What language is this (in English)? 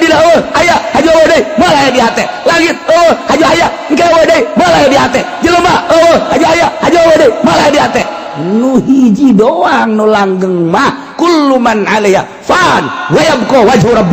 Sundanese